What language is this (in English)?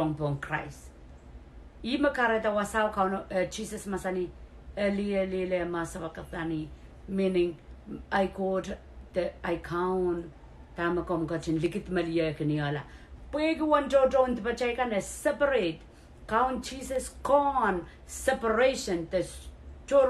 Pohnpeian